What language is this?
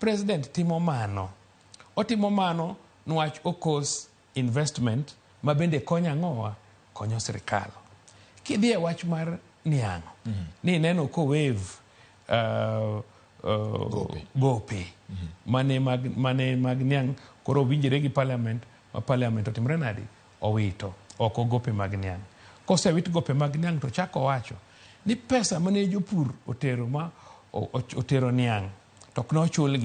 Luo (Kenya and Tanzania)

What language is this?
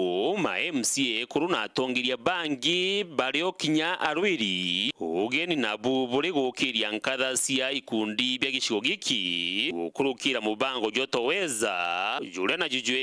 Meru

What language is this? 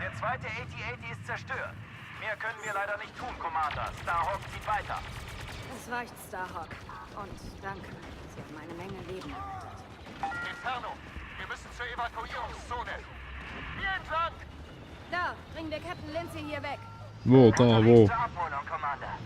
Swiss German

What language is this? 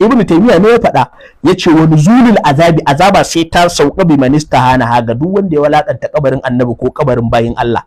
Hausa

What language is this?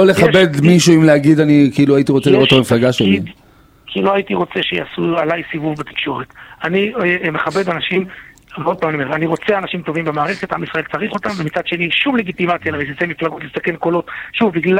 Hebrew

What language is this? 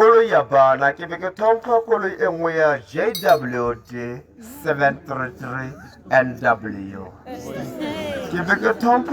Tswana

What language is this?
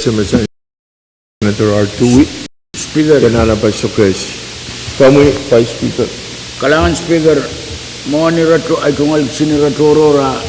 Pohnpeian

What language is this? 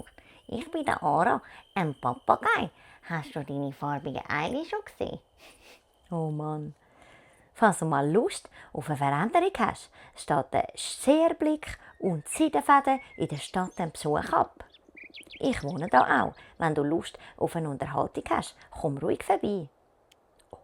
Swiss German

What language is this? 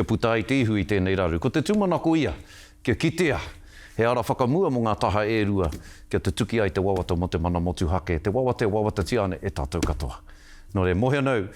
Māori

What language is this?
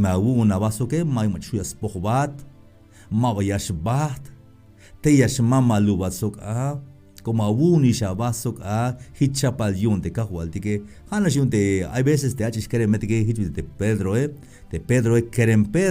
Tzeltal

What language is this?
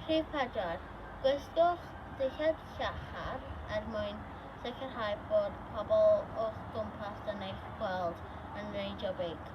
Welsh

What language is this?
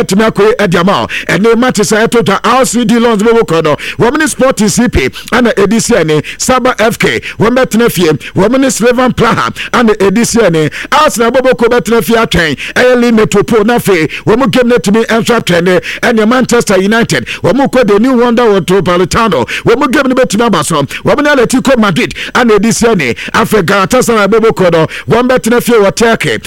Akan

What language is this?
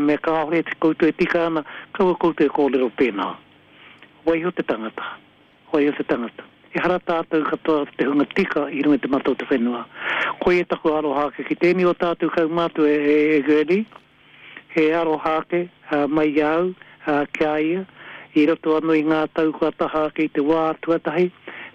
Māori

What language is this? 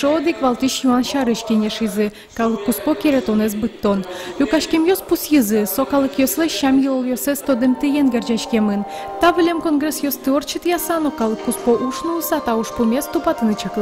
Udmurt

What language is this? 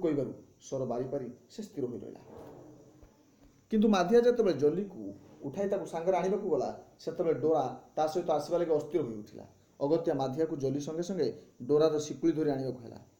Odia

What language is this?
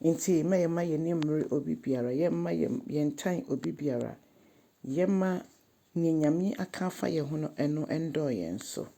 Akan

